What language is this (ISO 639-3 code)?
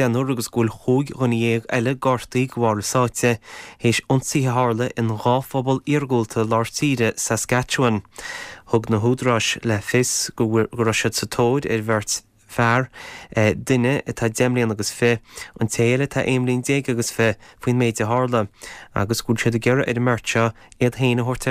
gle